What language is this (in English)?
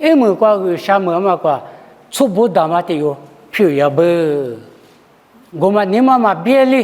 Lisu